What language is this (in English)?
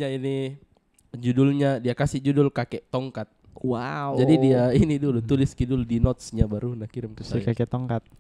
Makassar Malay